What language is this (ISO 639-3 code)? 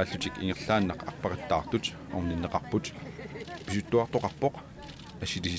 kal